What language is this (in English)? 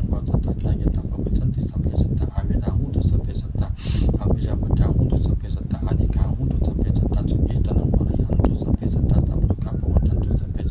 Pali